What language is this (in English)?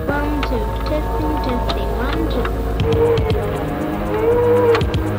Swedish